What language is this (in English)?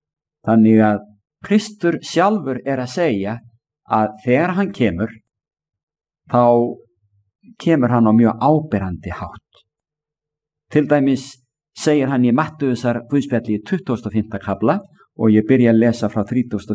Icelandic